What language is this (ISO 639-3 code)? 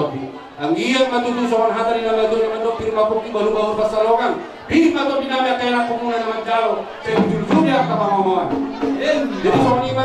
bbc